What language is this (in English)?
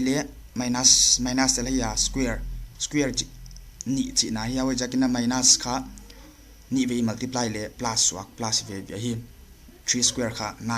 Paite Chin